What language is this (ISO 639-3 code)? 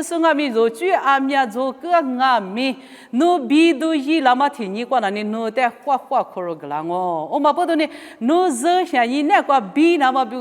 lis